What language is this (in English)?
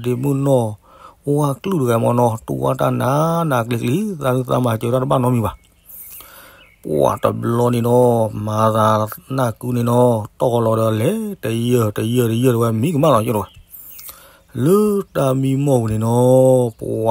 S'gaw Karen